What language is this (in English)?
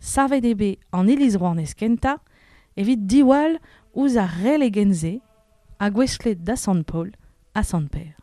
Breton